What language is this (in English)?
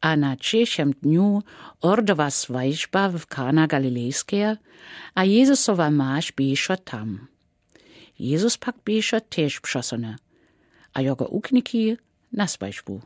Lower Sorbian